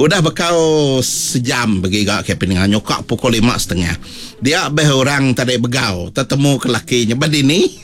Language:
Iban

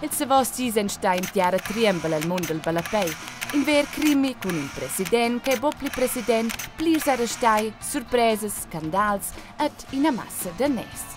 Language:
Romansh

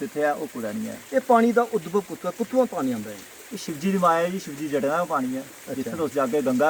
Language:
Dogri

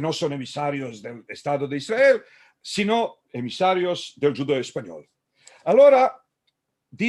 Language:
Ladino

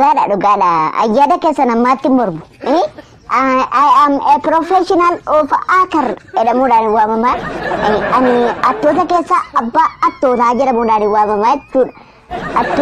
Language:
Oromo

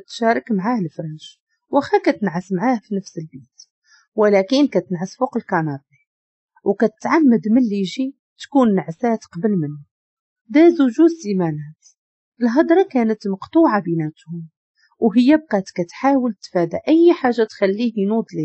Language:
Moroccan Arabic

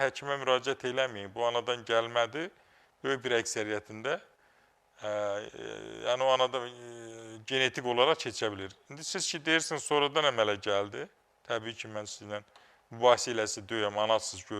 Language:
Azerbaijani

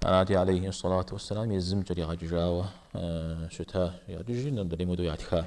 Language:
Kabardian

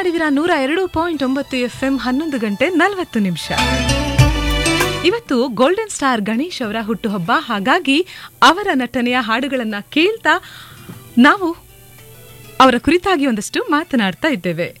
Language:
Kannada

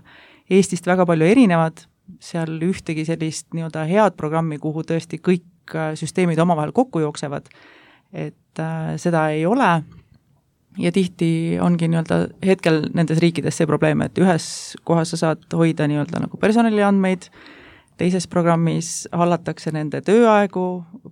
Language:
Estonian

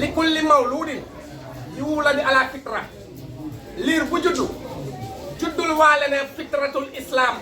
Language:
Wolof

